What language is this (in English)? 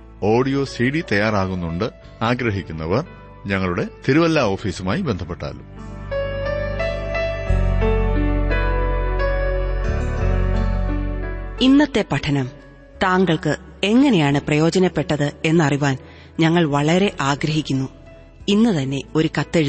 Malayalam